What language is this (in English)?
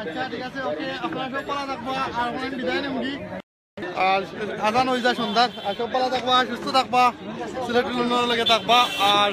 Sylheti